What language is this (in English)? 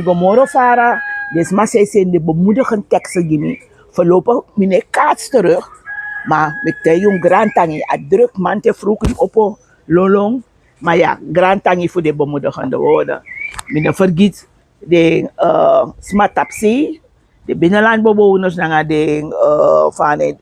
Sranan Tongo